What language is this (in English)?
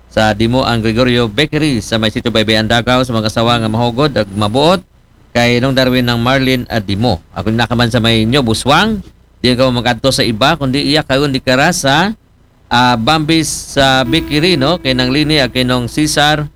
Aklanon